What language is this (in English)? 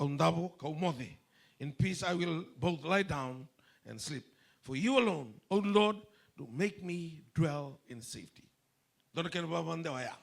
Fijian